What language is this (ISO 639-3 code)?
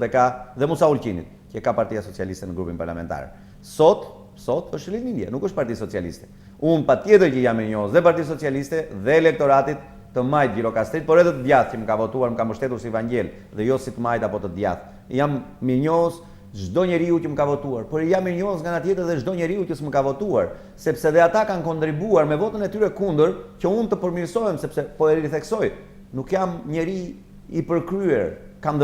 sqi